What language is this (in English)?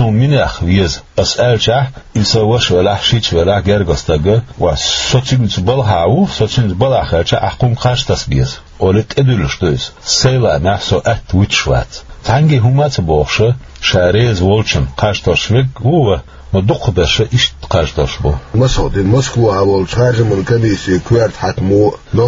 Chechen